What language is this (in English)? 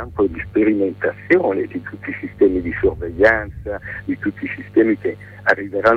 Italian